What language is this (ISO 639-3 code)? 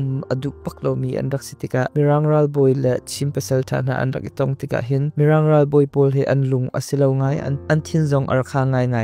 cnh